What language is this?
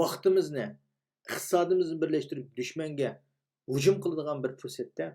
Uyghur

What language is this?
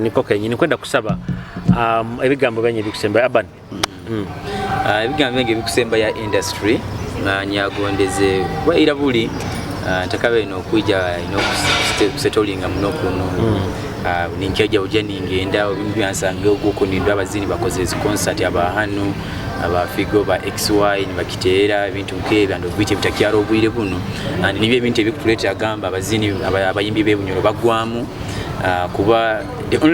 Nyoro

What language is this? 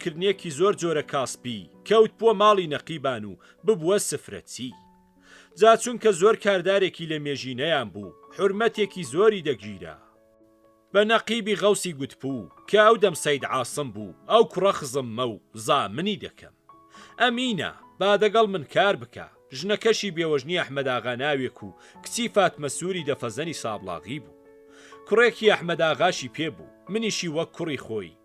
Central Kurdish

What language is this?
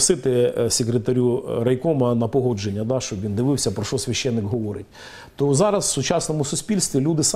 Ukrainian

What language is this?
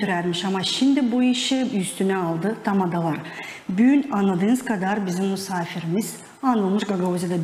Gagauz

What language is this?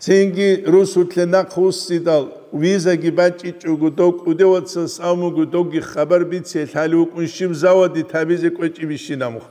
Avaric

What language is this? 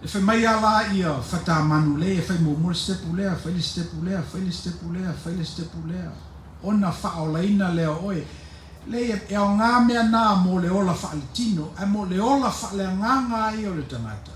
Samoan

